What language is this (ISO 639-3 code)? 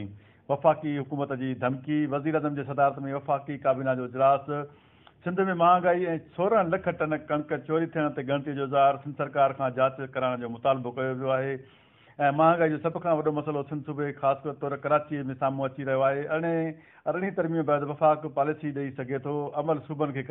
snd